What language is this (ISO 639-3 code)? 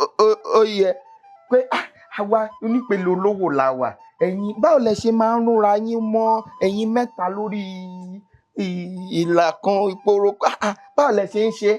yor